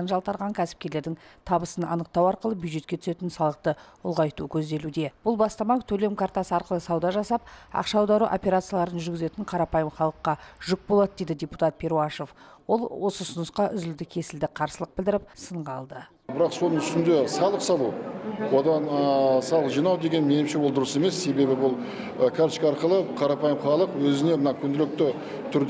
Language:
Kazakh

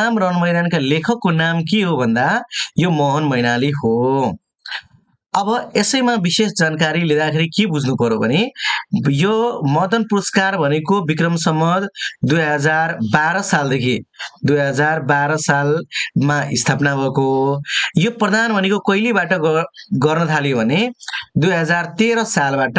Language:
Nepali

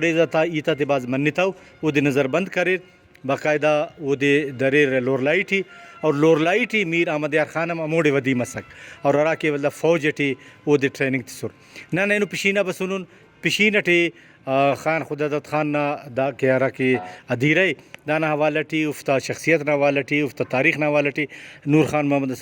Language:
Brahui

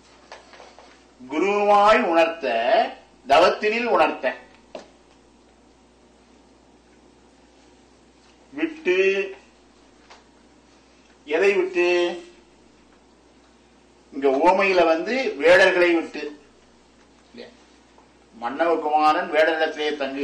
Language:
Tamil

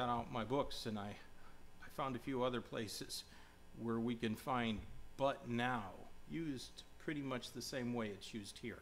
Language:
Korean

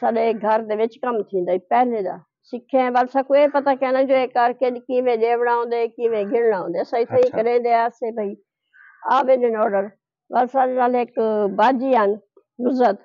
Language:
Saraiki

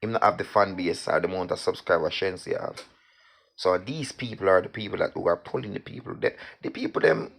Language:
Jamaican Creole English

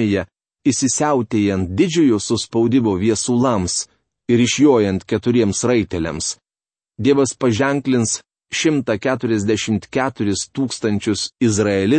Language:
Lithuanian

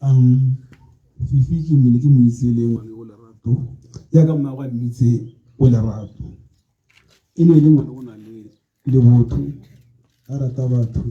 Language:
Tswana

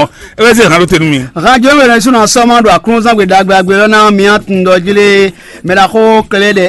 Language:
Fon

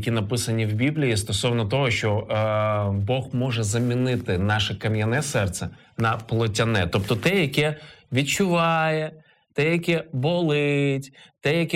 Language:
Ukrainian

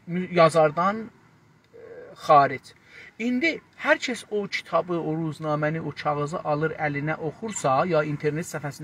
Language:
South Azerbaijani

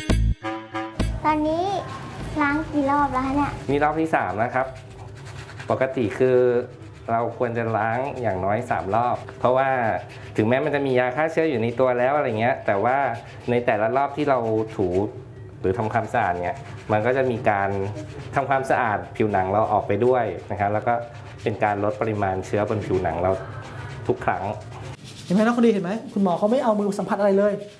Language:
Thai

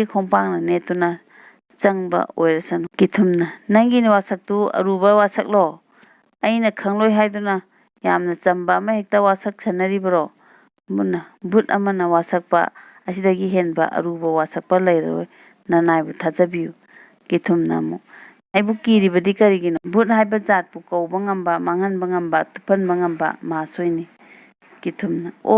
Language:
Manipuri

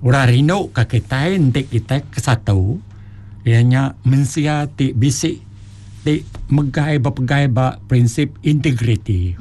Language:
Iban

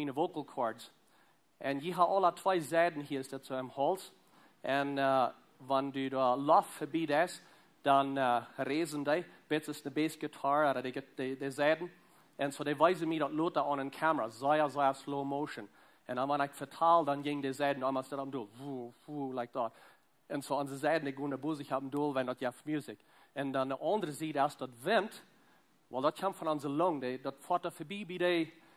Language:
Plautdietsch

